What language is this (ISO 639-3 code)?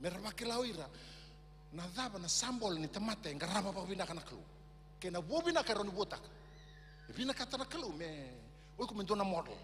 fij